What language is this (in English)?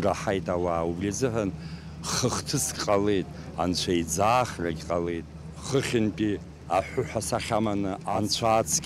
Abkhazian